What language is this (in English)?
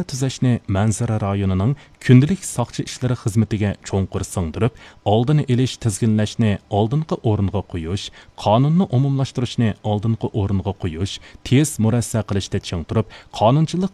Uyghur